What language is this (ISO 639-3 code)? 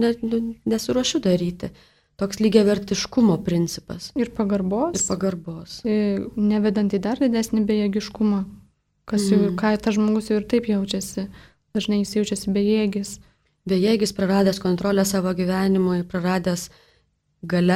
lit